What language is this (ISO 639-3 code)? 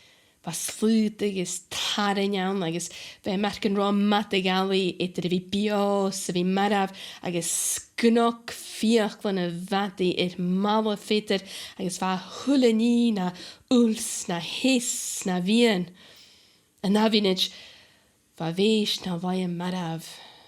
gla